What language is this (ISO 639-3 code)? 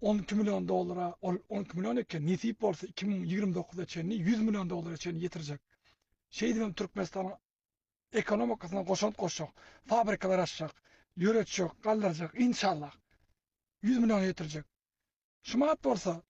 tuk